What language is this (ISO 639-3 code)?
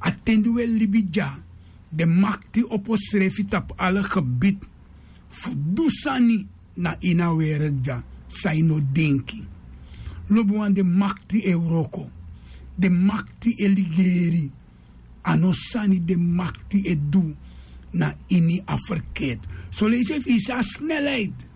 srn